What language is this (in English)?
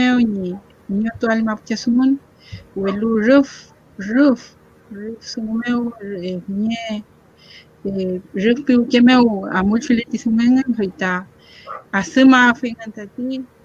Mapuche